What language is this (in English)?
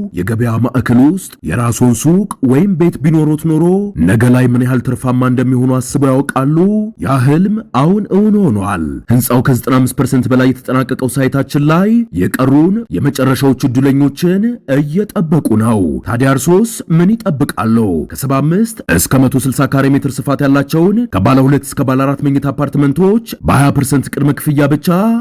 Amharic